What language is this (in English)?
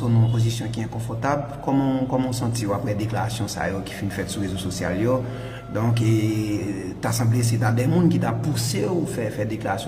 Haitian Creole